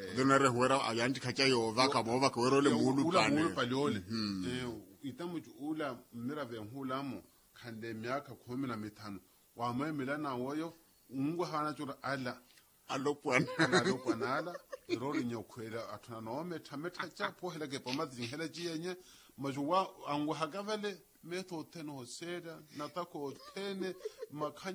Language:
Makhuwa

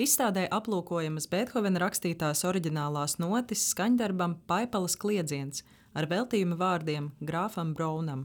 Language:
Latvian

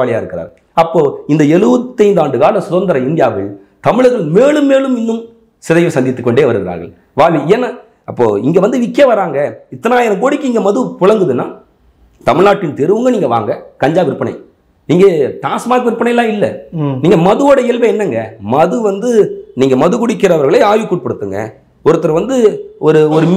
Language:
Tamil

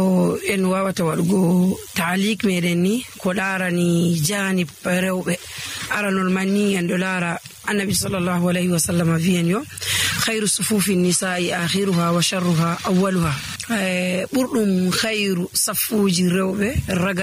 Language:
Nigerian Fulfulde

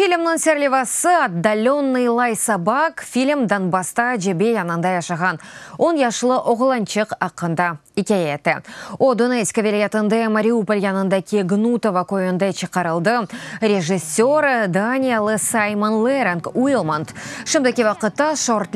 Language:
Crimean Tatar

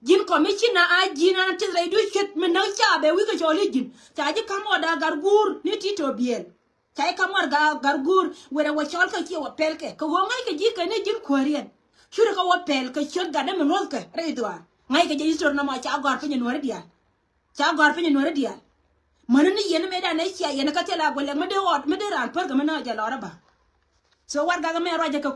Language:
Nuer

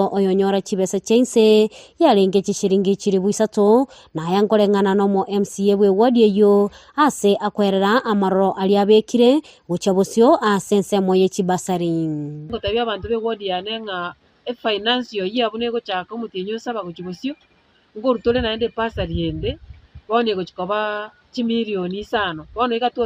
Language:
Gusii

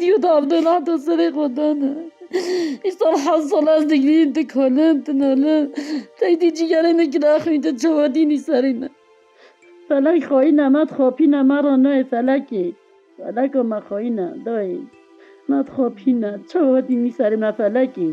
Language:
Kurdish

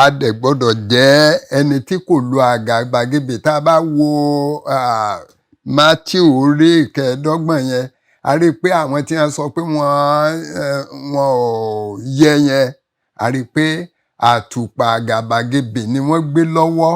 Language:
Yoruba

